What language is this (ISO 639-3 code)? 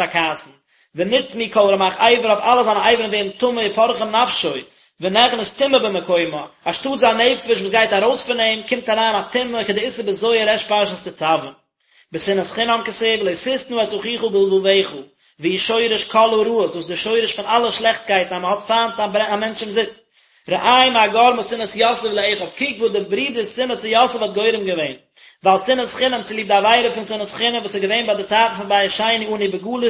yid